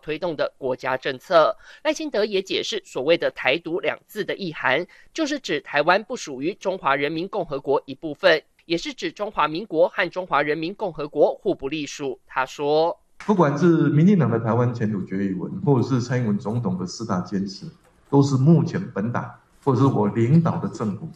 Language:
Chinese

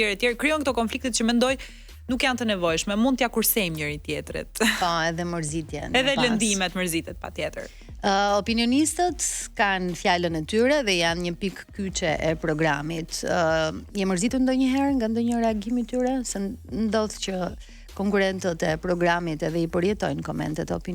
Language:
Albanian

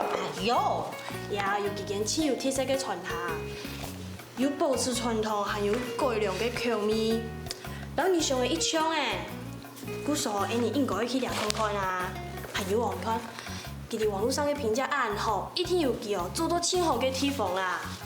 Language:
Hakka Chinese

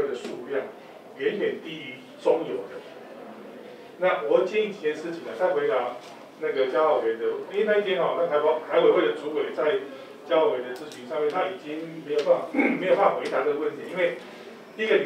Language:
Chinese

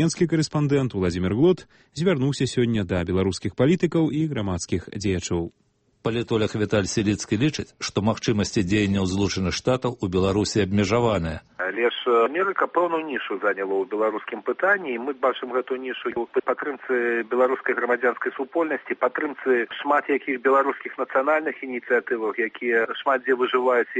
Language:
Belarusian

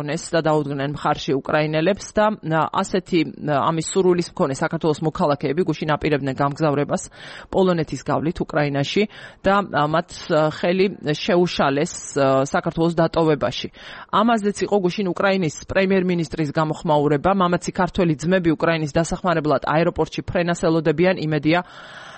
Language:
Georgian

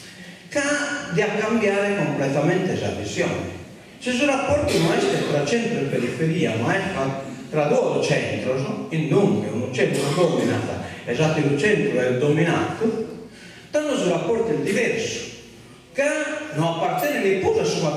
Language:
Sardinian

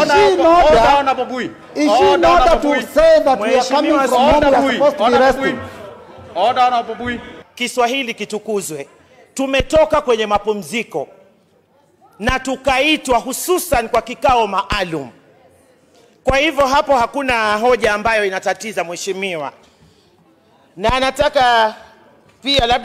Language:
Swahili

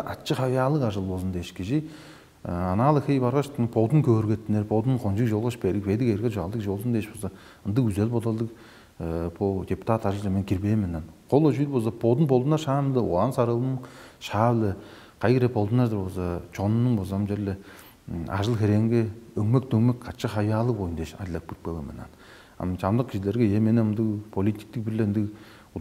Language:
Tuvinian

